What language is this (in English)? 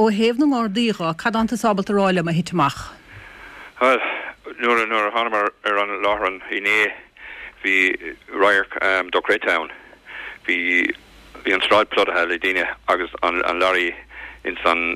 Irish